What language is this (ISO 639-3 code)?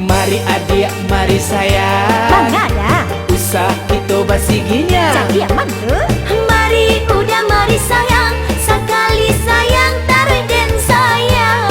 min